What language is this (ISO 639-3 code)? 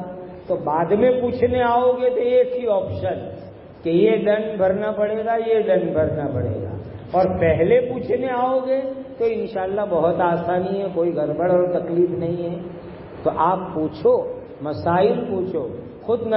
urd